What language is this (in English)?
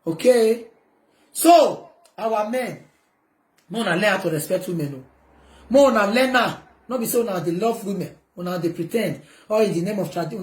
Nigerian Pidgin